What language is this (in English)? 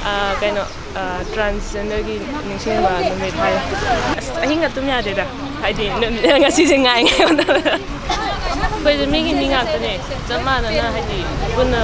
Manipuri